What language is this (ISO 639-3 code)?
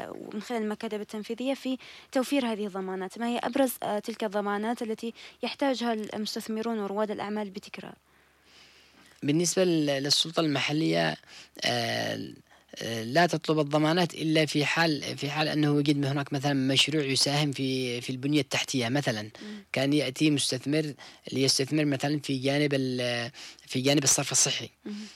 ara